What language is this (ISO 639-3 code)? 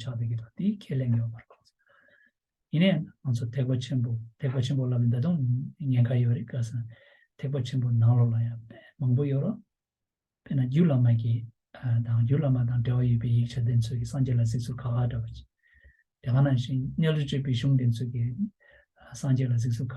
bod